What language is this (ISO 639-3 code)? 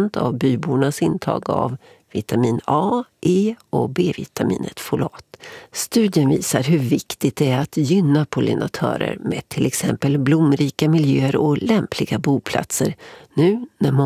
swe